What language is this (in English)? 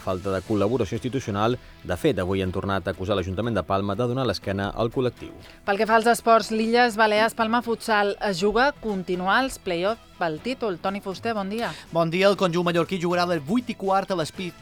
Catalan